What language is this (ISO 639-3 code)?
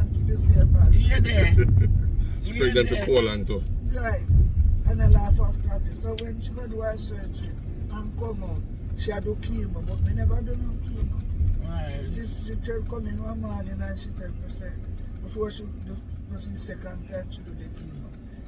jam